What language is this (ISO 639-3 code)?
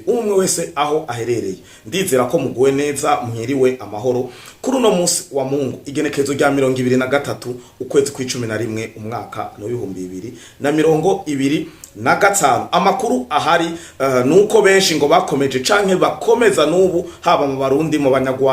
run